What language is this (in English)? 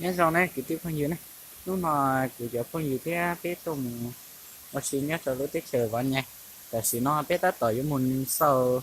Hmong